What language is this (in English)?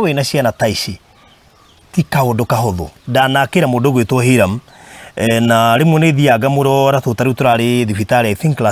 Kikuyu